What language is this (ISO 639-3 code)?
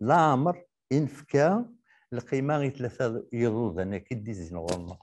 kab